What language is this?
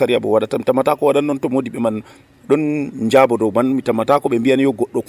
Nigerian Fulfulde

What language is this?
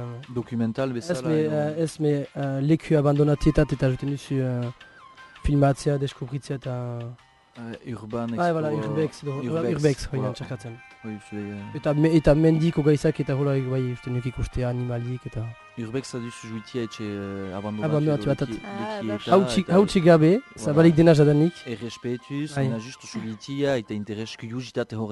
Basque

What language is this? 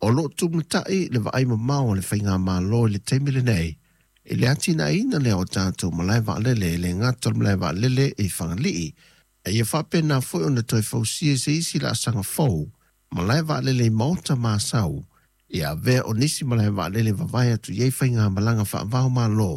Samoan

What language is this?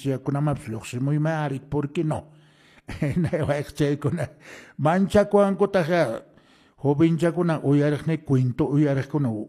Quechua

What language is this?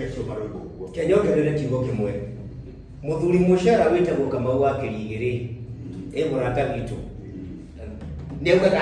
Kikuyu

